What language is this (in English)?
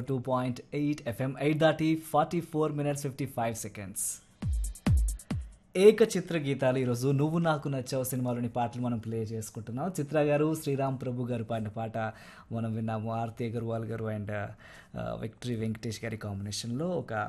Telugu